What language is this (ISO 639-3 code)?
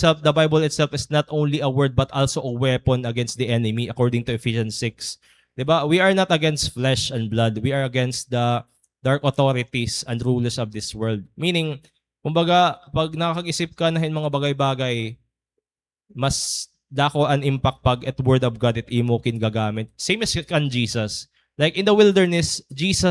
war